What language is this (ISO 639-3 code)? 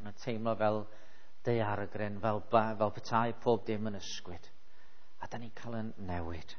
cym